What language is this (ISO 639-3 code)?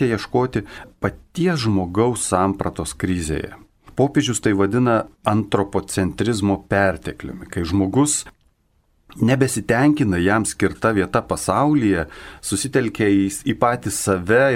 lit